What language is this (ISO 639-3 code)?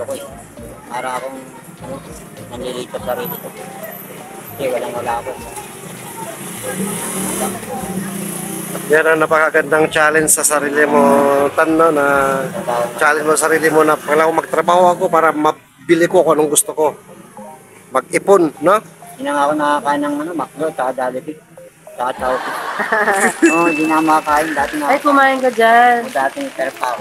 fil